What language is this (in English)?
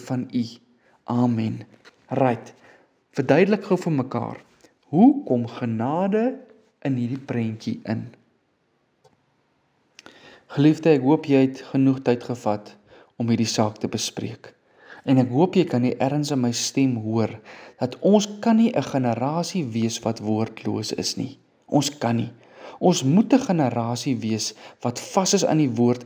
Afrikaans